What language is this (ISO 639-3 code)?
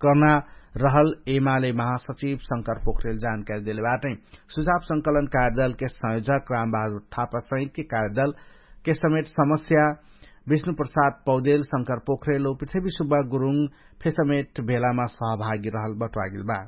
thl